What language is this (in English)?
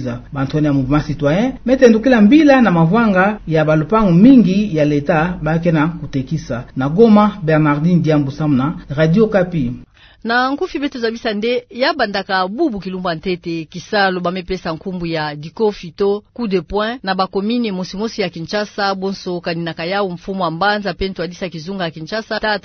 Kituba (Democratic Republic of Congo)